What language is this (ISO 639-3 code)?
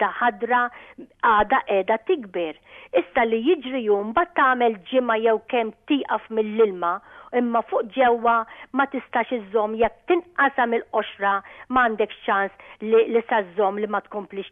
mlt